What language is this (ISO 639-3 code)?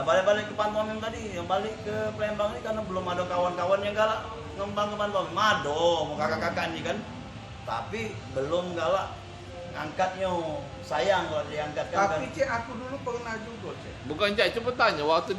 mui